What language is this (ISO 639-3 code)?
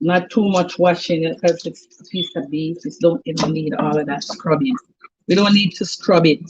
jam